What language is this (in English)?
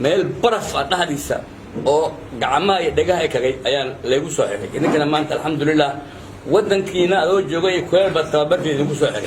Somali